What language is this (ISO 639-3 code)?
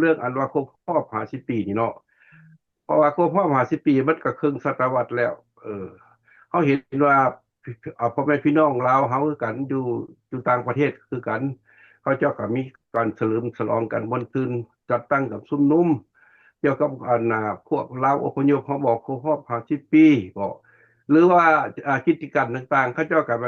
lao